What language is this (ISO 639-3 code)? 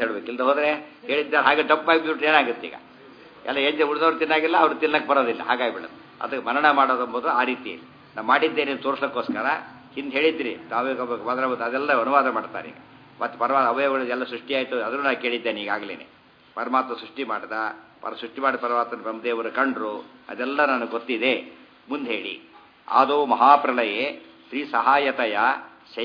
kan